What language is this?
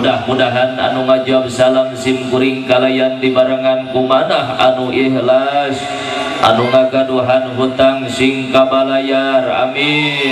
Sundanese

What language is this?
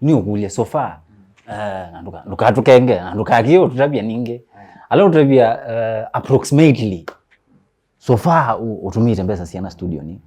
Kamba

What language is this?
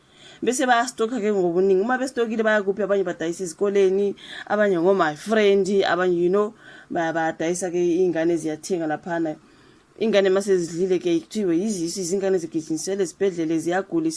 Zulu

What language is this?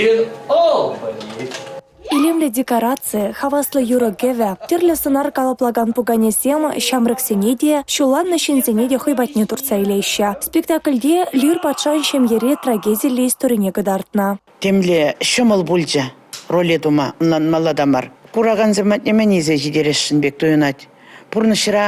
Chuvash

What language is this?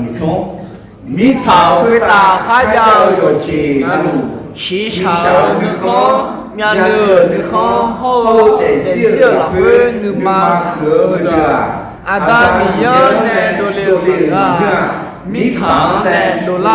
Akha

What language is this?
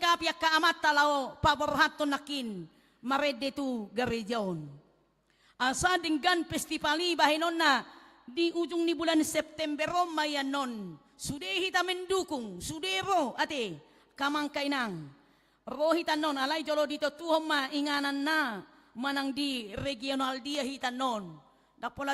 Batak Toba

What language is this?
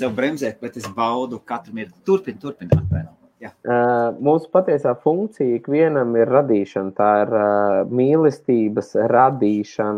Latvian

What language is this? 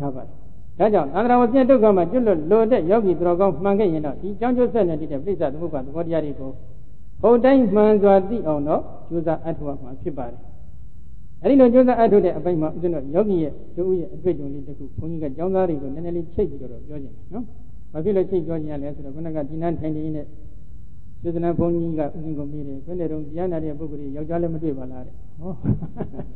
Burmese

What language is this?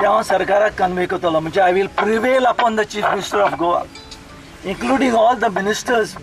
Konkani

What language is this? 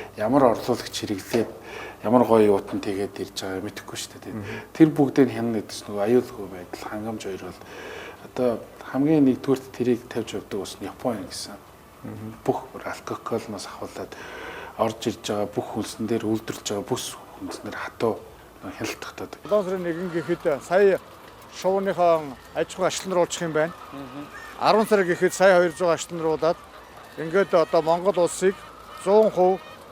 Mongolian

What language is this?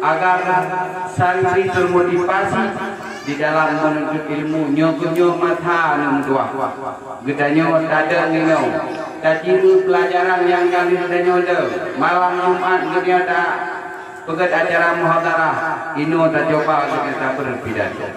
Achinese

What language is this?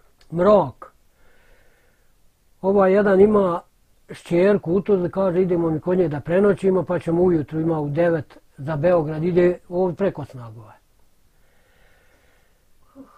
Bosnian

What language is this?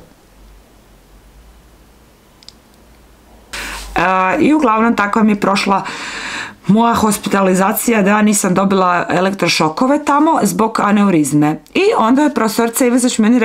Croatian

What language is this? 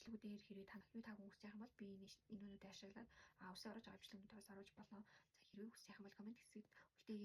Mongolian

